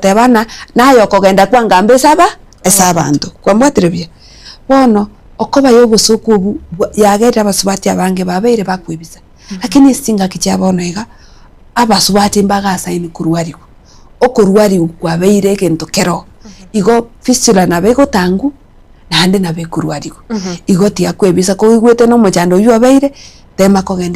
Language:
Gusii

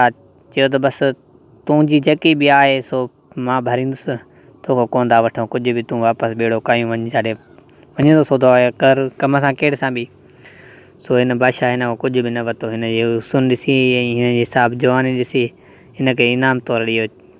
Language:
Sindhi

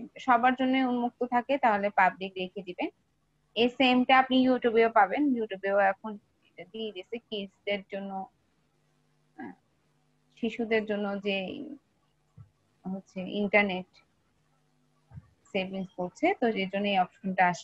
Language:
Bangla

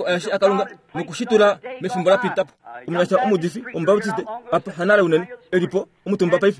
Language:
Kuanyama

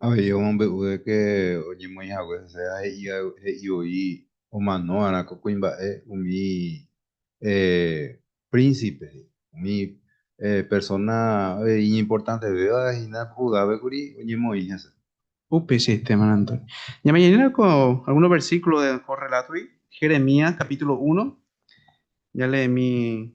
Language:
Guarani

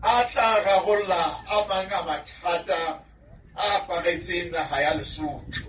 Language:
Southern Sotho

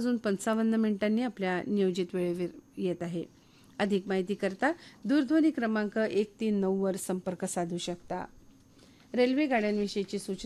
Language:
Marathi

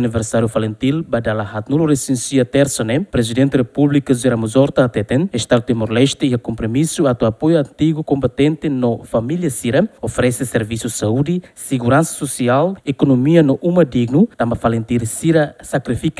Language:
Tetum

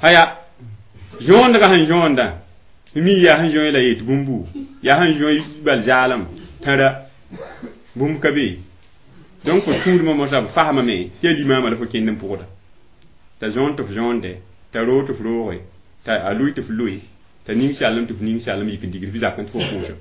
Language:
Mossi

